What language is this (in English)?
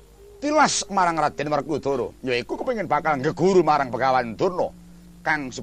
Javanese